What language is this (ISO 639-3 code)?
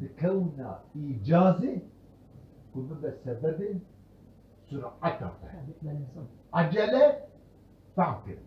kur